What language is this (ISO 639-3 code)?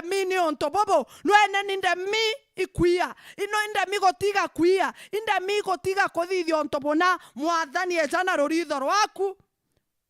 mer